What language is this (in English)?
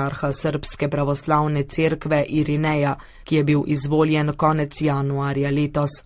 Slovenian